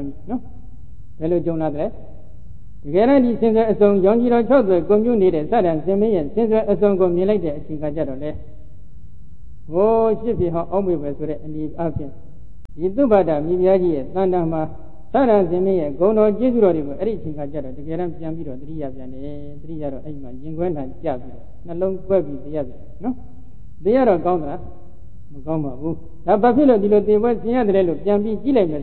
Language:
Burmese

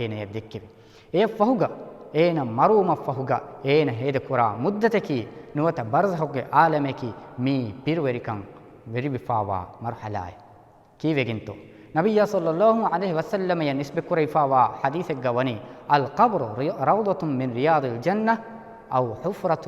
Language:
Divehi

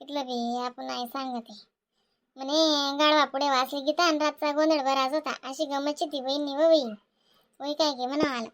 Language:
Khandesi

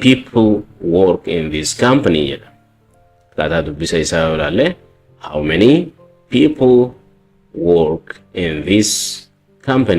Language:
Oromo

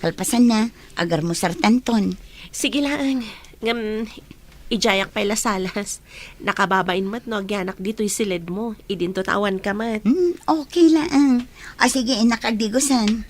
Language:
Iloko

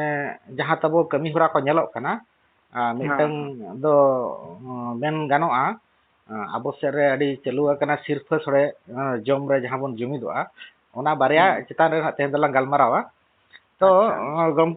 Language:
Santali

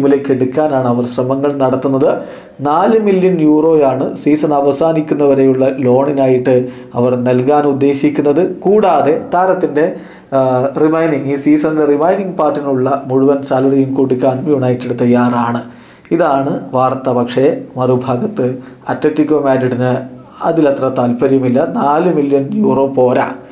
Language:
Malayalam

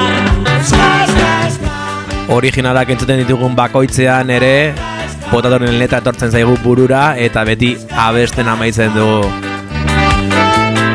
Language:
Basque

